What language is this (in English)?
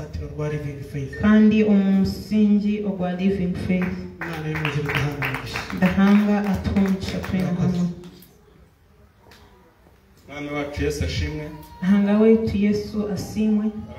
Kinyarwanda